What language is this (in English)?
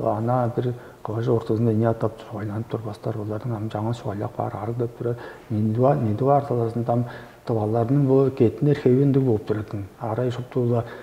Tuvinian